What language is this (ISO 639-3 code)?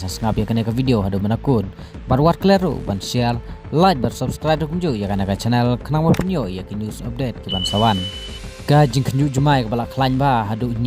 kha